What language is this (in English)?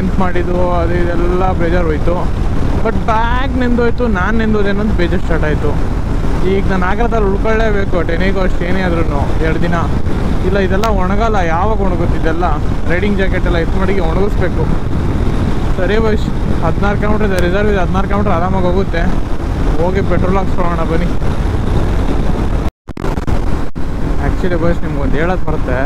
Kannada